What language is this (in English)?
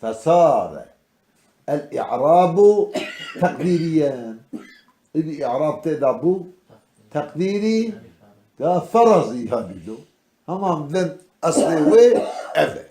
Kurdish